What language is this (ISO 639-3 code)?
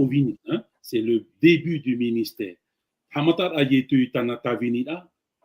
tah